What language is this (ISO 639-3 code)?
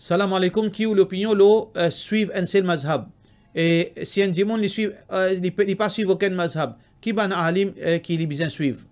mfe